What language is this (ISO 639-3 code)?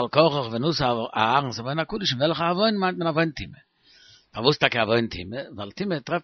yid